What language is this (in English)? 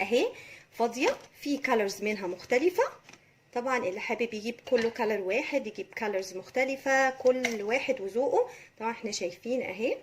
Egyptian Arabic